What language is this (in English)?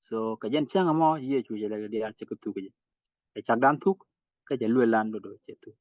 Nuer